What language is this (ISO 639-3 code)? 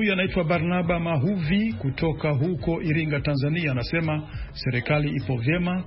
swa